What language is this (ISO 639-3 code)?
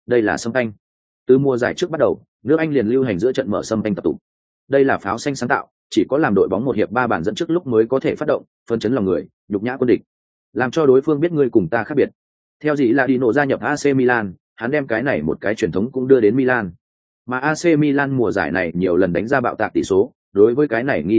vie